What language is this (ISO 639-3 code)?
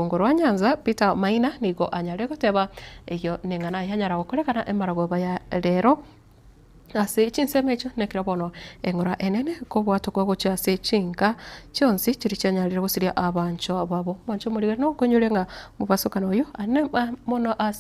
guz